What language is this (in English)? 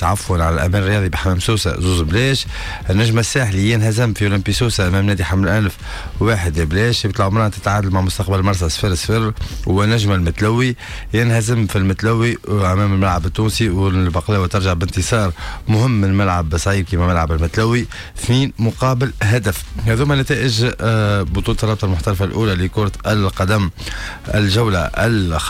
Tunisian Arabic